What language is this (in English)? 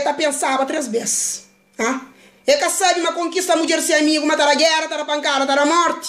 Kabuverdianu